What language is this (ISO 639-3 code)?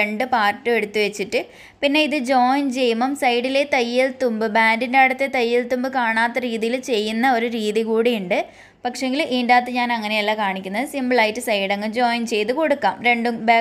mal